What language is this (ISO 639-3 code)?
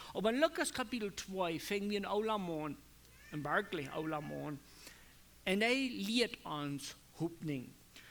pdt